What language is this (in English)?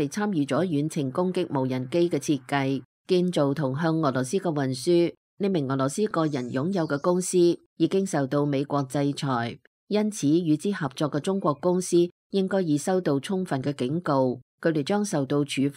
Cantonese